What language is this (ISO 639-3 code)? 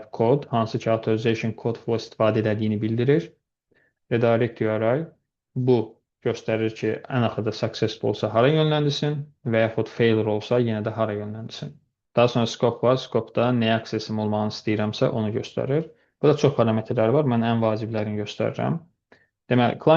aze